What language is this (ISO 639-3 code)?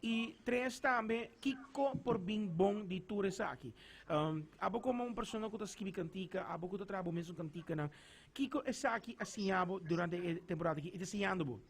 pap